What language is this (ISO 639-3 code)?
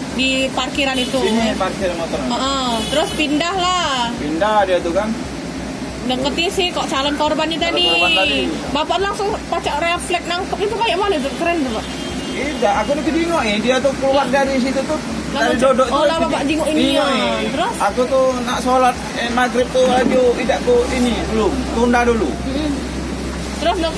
mui